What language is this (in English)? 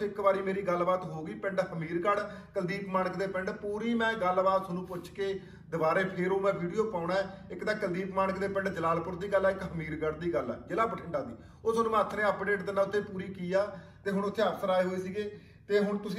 Punjabi